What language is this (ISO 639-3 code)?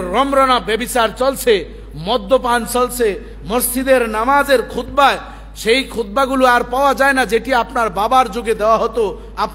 ben